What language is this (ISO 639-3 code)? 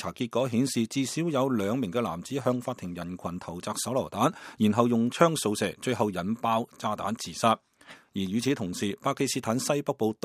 yue